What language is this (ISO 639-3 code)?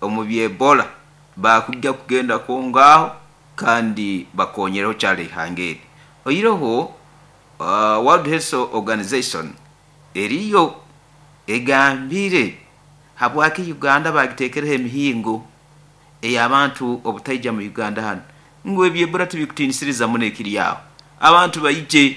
nyo